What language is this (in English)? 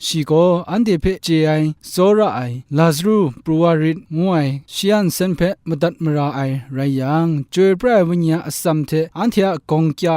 Kachin